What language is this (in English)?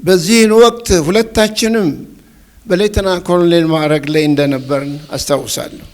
Amharic